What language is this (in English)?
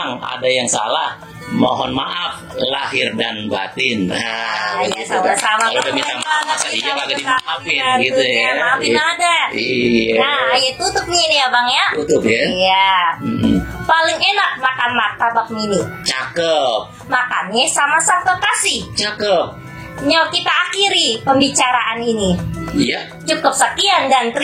Betawi